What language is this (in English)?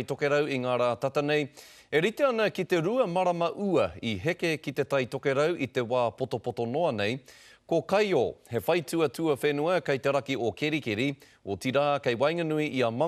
Māori